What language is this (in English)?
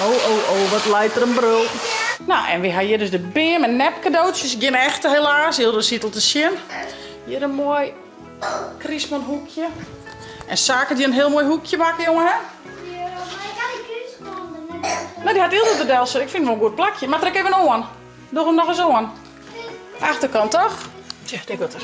Western Frisian